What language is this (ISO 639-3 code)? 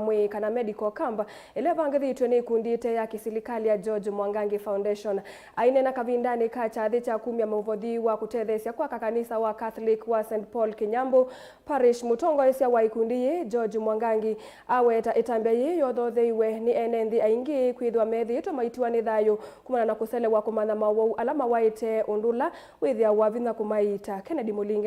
kam